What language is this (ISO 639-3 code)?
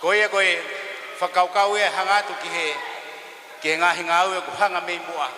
ton